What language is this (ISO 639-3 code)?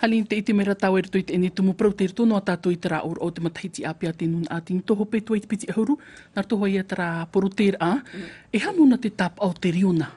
tah